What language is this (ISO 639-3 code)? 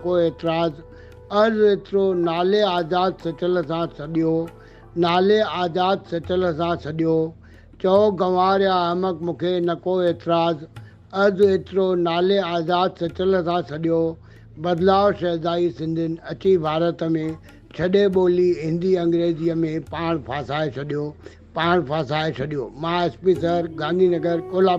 snd